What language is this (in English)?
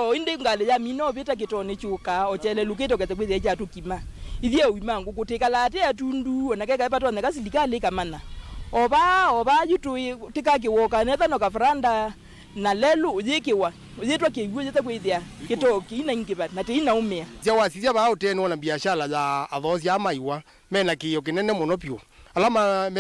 Kamba